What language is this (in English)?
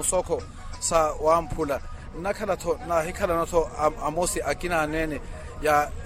Makhuwa